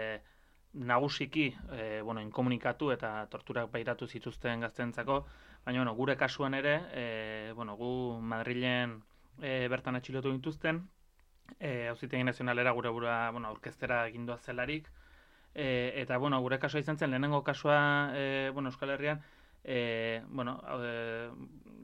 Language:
Basque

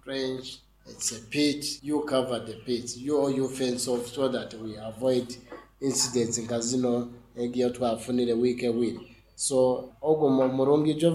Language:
Nyankole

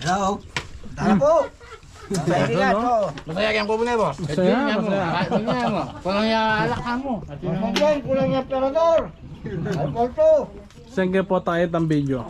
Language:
Pampanga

